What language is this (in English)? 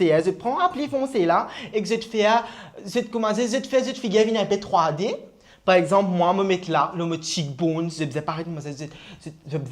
Morisyen